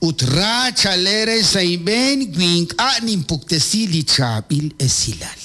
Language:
Kekchí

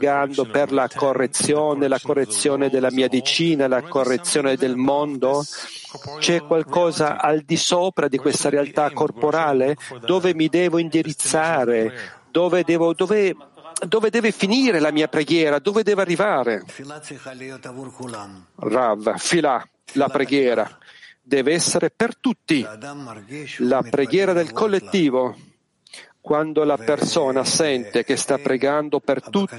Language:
Italian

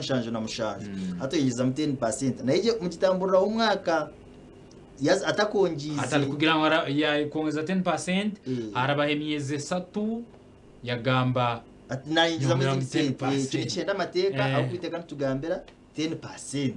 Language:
Nyankole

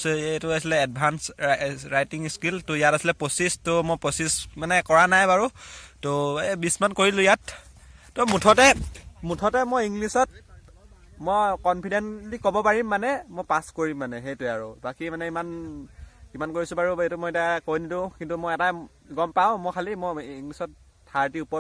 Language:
Assamese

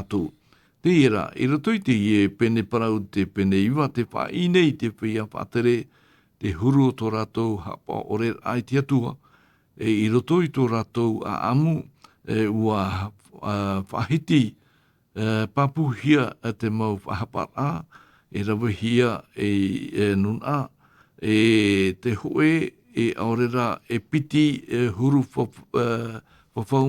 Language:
Tahitian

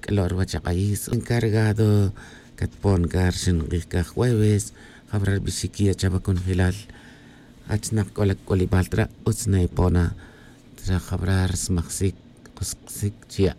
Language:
Tz'utujil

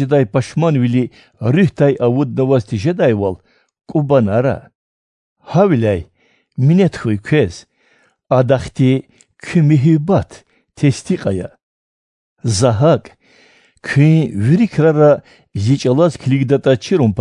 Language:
Lezghian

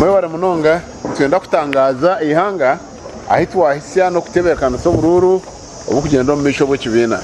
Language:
Nyankole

